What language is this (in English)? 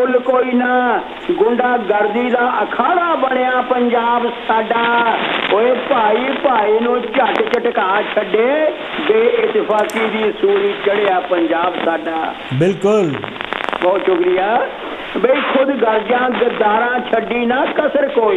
Punjabi